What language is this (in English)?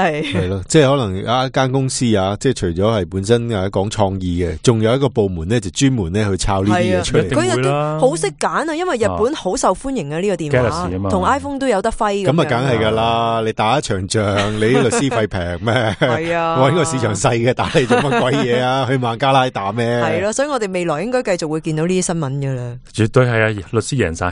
Cantonese